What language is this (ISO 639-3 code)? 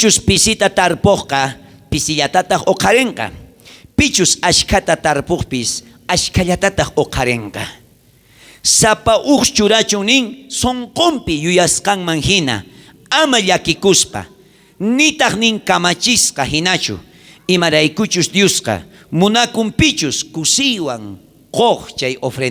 quh